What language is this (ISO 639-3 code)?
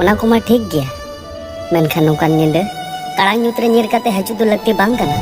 sat